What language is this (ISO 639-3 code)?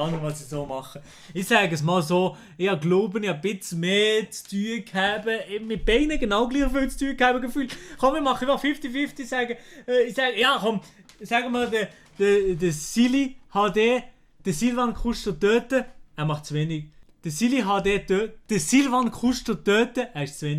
gsw